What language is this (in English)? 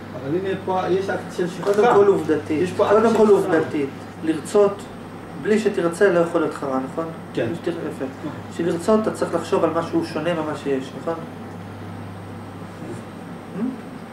Hebrew